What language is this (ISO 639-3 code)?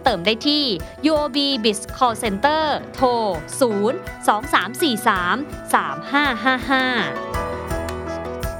tha